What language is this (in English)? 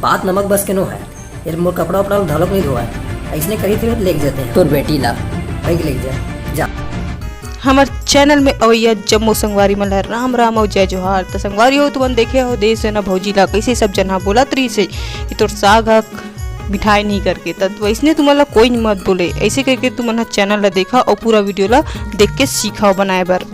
Chhattisgarhi